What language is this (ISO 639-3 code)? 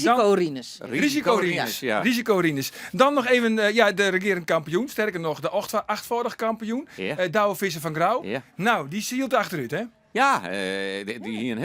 fry